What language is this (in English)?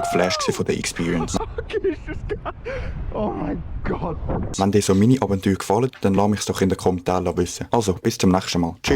Swiss German